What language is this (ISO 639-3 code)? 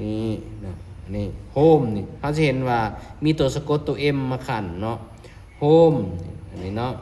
lao